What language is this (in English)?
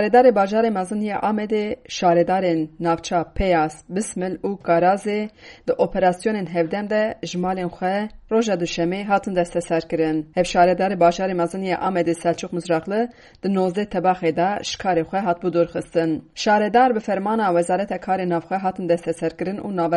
Kurdish